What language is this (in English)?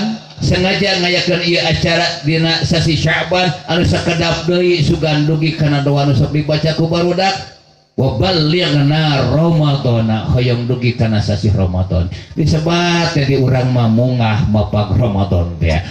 Sundanese